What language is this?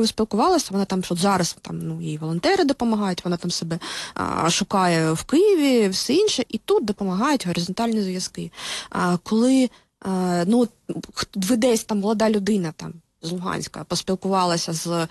Ukrainian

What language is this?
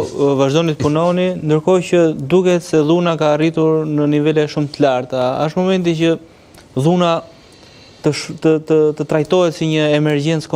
Albanian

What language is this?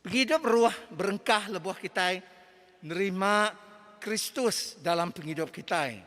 Iban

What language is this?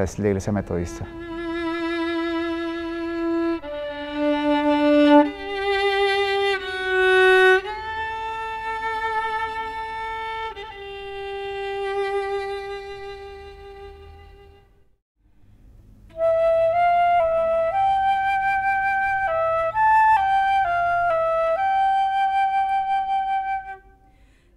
Spanish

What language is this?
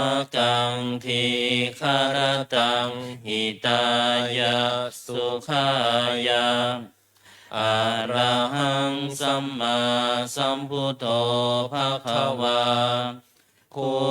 Pali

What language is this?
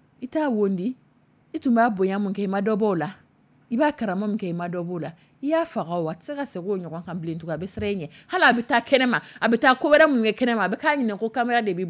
Dyula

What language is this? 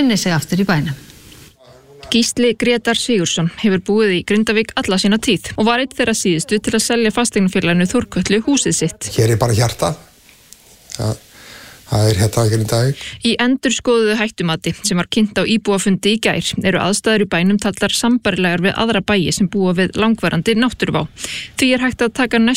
Icelandic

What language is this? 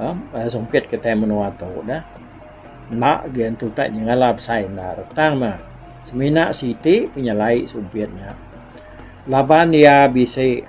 Iban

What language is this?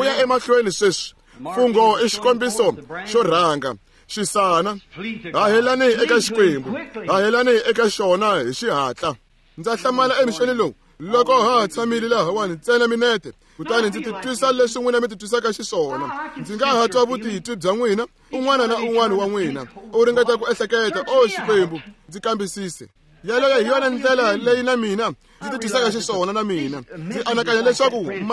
Tsonga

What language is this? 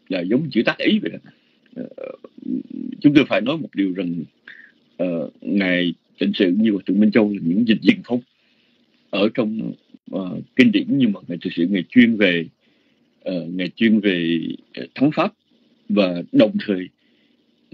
Vietnamese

